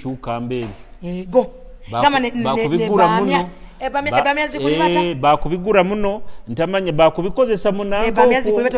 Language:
Nyoro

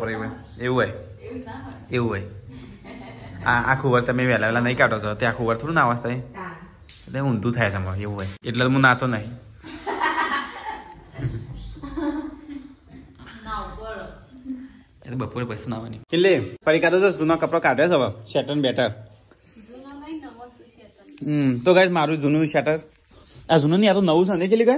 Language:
Gujarati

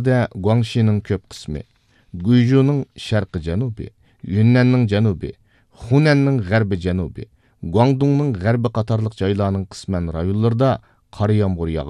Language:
Uyghur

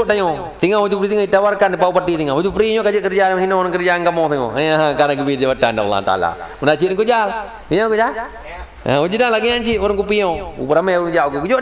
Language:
Achinese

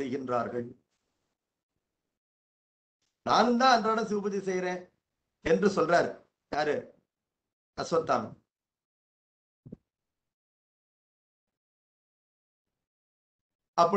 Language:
Tamil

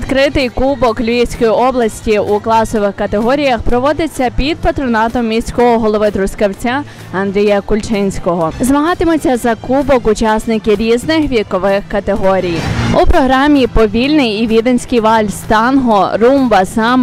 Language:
Ukrainian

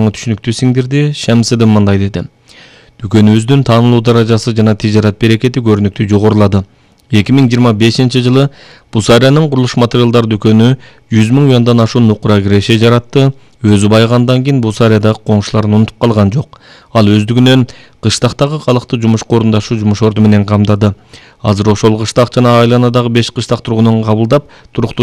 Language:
Kyrgyz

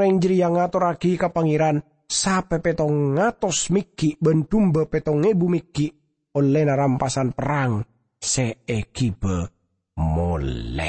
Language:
Madurese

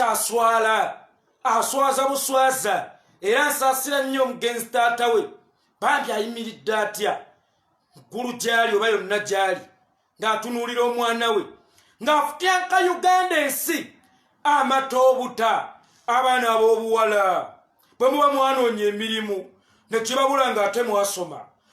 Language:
Ganda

